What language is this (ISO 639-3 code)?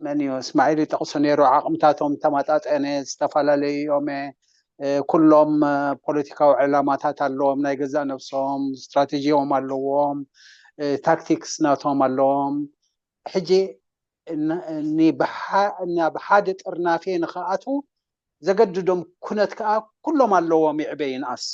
tir